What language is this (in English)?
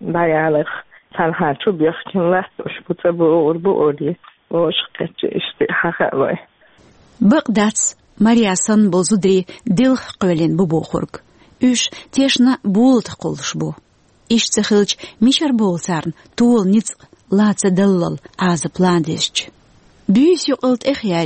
Chechen